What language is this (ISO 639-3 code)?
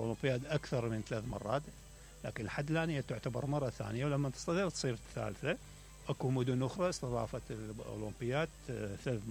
acm